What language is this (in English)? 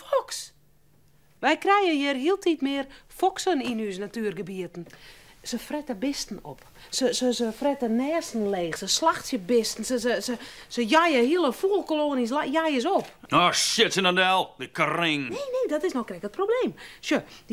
Western Frisian